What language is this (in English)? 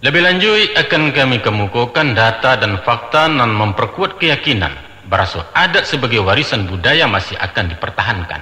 Minangkabau